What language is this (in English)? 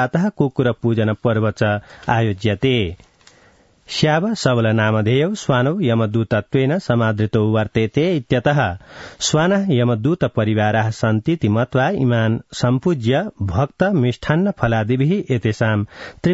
Sanskrit